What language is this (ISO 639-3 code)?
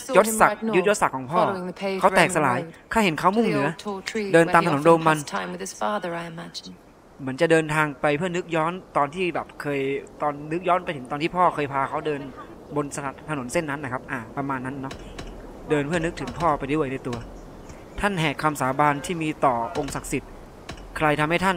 tha